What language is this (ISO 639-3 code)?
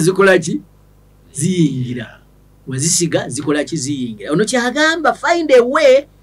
lug